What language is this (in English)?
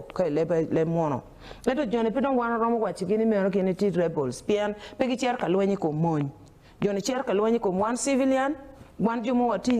Acoli